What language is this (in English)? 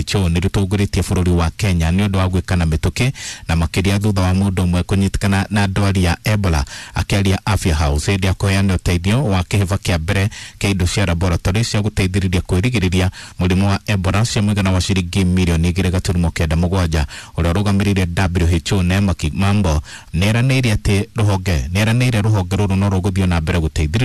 Kikuyu